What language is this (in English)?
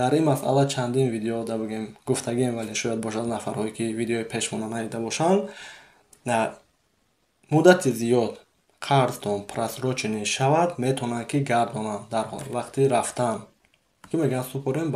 Tajik